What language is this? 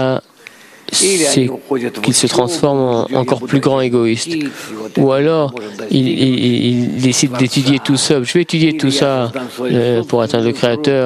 French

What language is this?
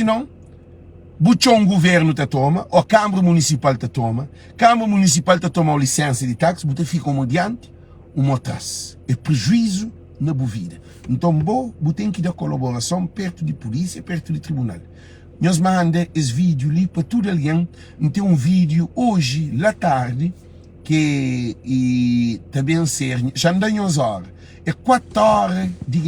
Kabuverdianu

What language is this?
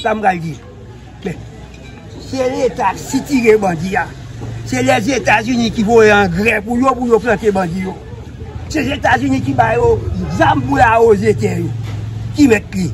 Haitian Creole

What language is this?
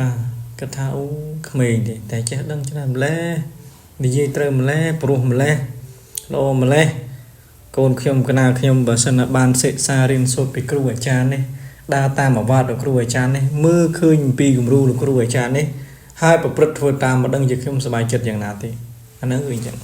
Khmer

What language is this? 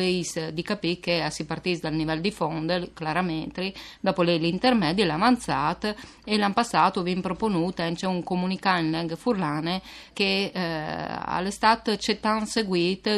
Friulian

